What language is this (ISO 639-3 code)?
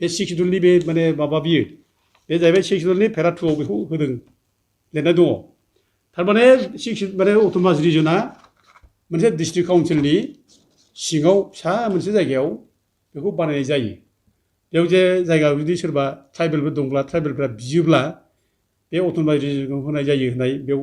brx